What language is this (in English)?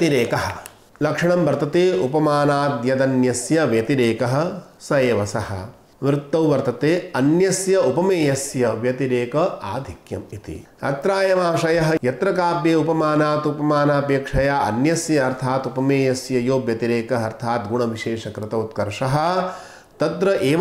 Sanskrit